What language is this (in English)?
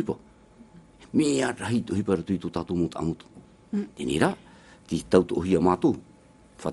Tahitian